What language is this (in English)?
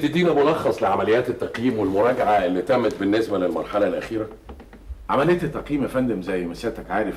Egyptian Arabic